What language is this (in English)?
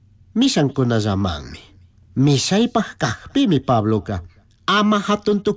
Chimborazo Highland Quichua